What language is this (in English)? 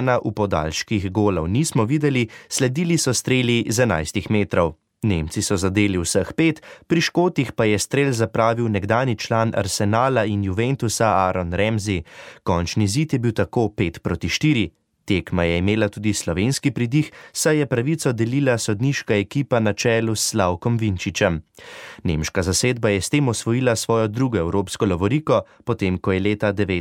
Slovenian